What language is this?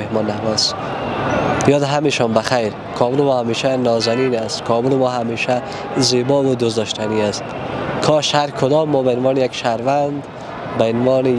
Persian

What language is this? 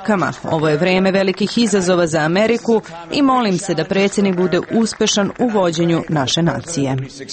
Serbian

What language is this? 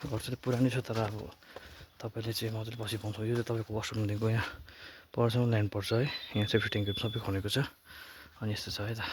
Nepali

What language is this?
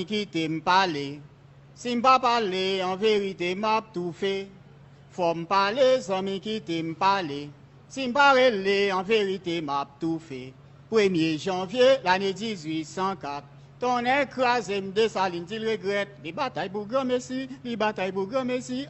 Haitian Creole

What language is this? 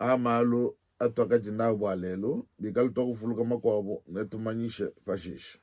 Luba-Lulua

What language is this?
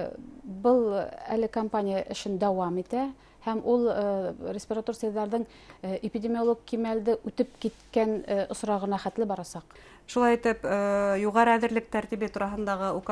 Bashkir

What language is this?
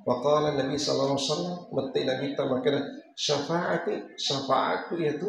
Buginese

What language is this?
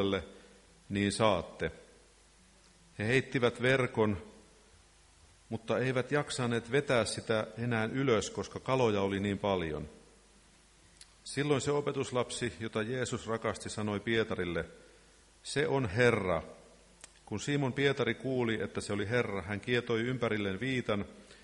Finnish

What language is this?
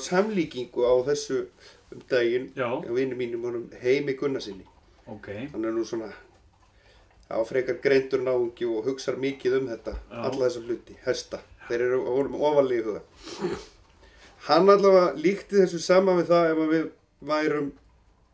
Icelandic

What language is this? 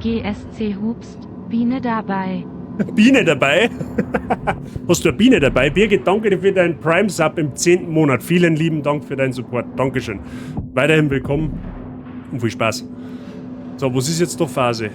Bavarian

